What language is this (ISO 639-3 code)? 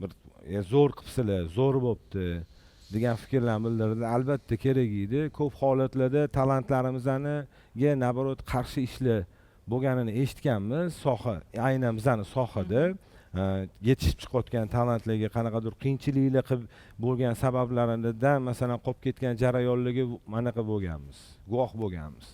uzb